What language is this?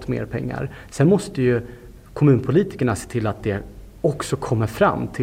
Swedish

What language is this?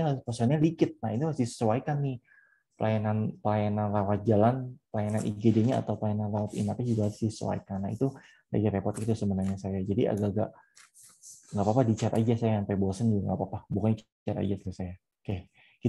Indonesian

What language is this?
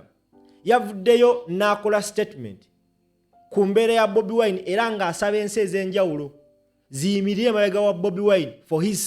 Ganda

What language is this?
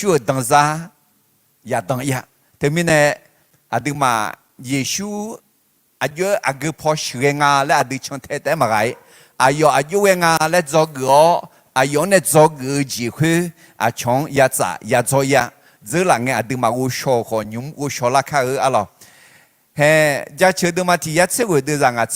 Akha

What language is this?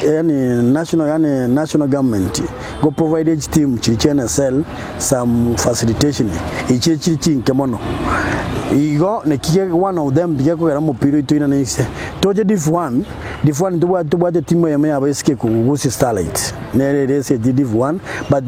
Gusii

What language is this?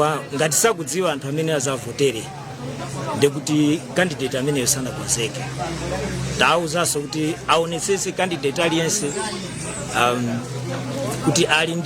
Nyanja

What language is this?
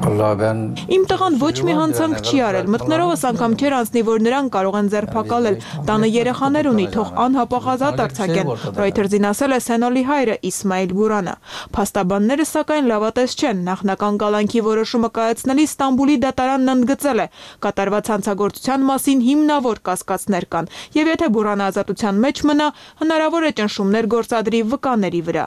Armenian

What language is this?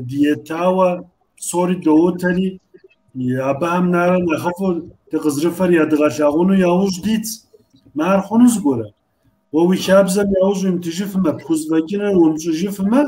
Kabardian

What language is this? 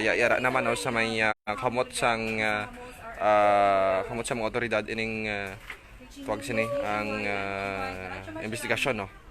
Hiligaynon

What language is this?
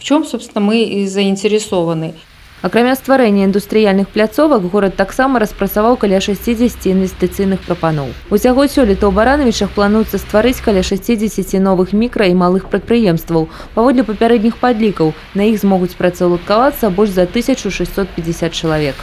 Belarusian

